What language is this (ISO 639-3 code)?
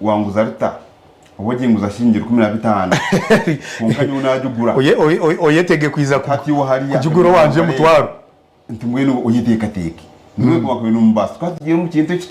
nyn